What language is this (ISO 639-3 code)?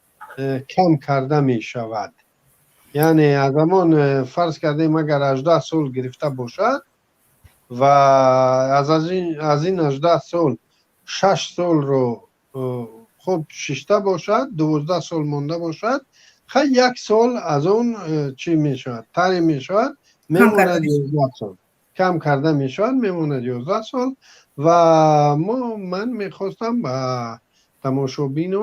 tgk